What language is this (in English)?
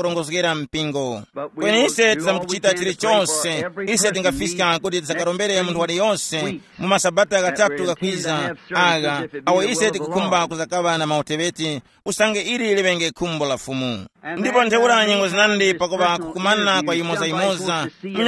Tumbuka